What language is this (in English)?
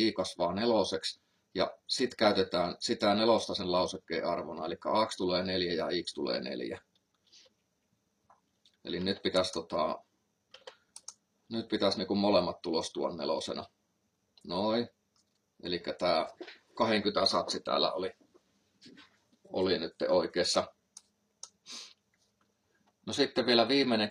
Finnish